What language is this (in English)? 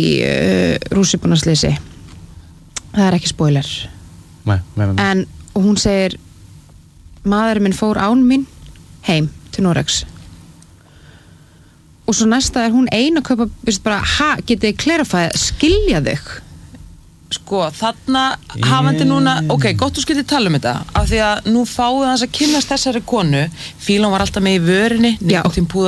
Icelandic